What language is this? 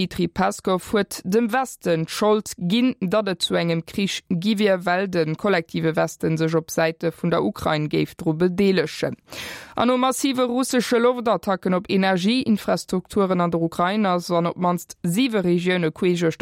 Luxembourgish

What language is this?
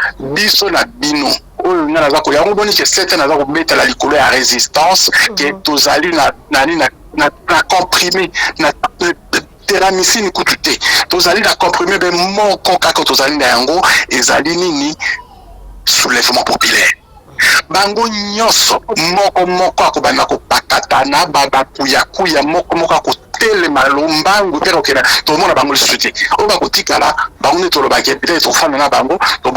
Lingala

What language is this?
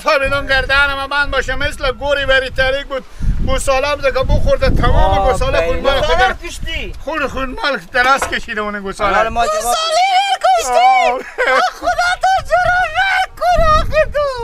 Persian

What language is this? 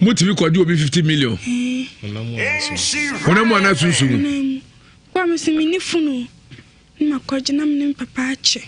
Akan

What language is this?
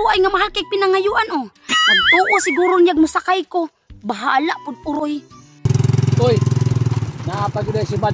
Cebuano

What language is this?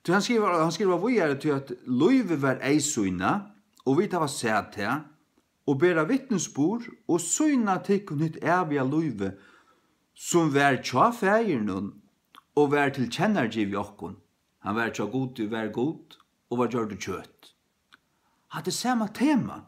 Faroese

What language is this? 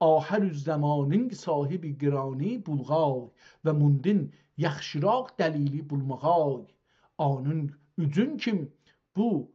South Azerbaijani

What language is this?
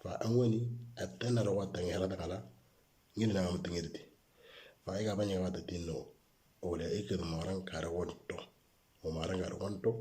Moro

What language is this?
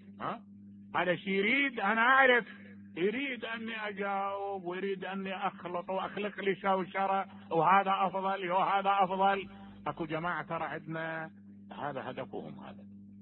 Mesopotamian Arabic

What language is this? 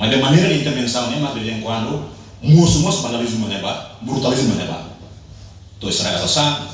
Tetum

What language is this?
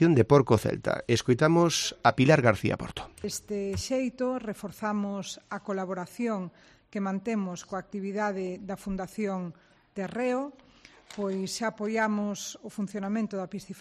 Galician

